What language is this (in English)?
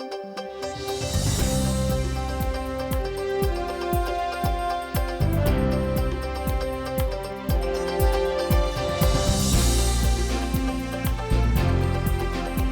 Udmurt